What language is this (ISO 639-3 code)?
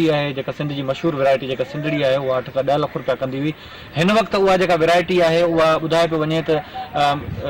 snd